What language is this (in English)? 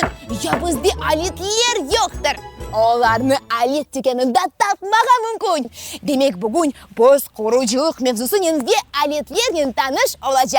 Crimean Tatar